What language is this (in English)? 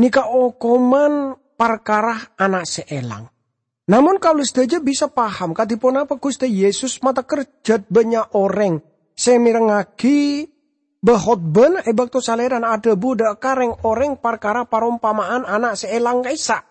Madurese